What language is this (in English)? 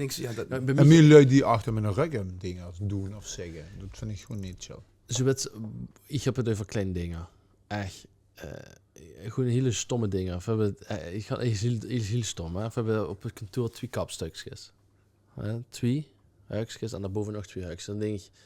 Limburgish